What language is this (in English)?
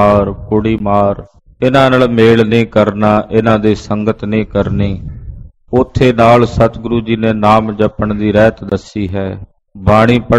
Punjabi